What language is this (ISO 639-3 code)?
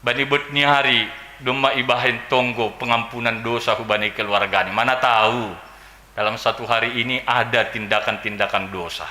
bts